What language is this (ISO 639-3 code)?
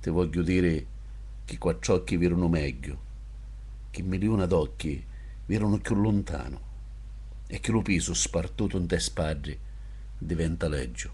scn